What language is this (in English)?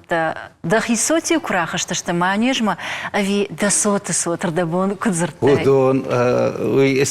Ossetic